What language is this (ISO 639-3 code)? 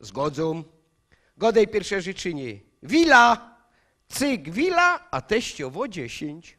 szl